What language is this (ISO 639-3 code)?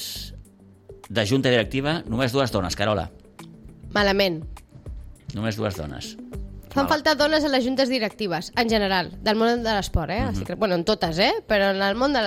cat